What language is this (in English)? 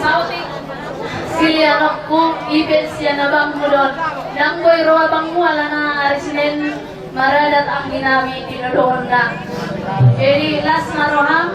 Batak Toba